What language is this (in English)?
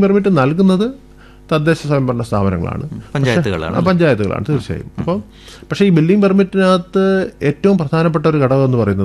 Malayalam